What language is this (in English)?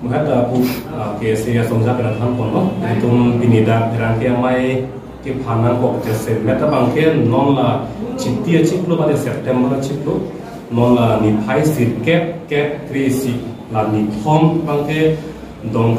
Karbi